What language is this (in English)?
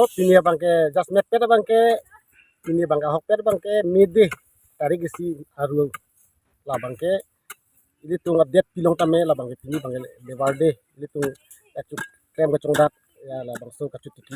Karbi